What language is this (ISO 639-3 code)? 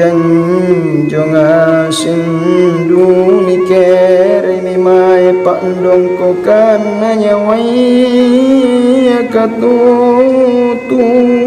mak